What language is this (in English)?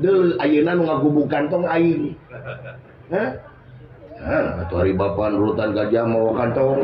Sundanese